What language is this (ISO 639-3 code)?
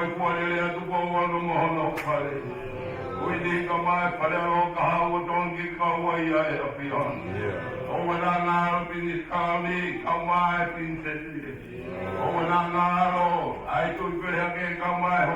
ton